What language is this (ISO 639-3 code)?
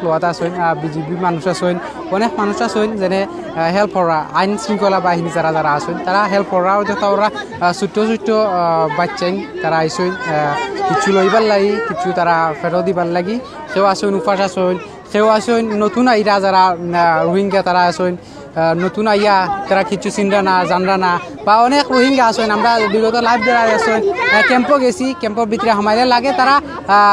syl